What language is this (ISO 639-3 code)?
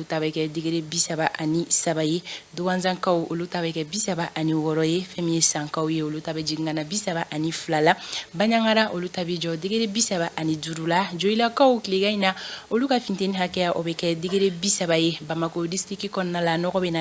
bam